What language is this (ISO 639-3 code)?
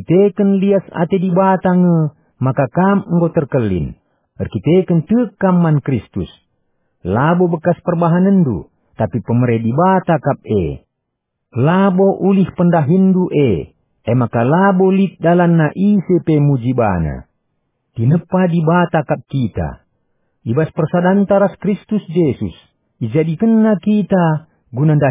btx